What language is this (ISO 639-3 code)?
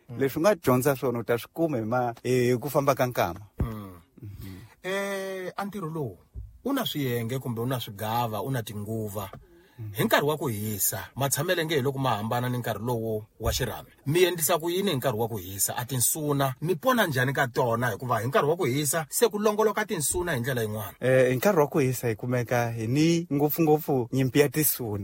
tso